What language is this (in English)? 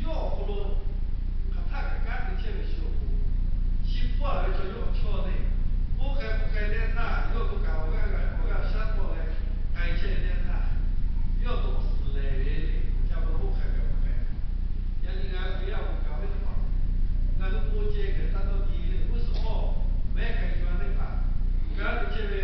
Lahu